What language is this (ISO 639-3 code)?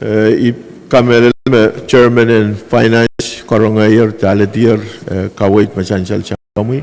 pon